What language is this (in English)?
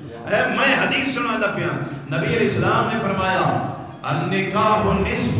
Saraiki